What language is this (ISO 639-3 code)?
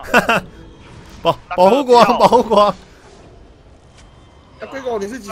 zho